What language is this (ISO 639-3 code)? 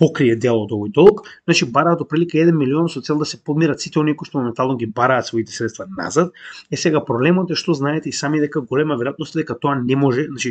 mkd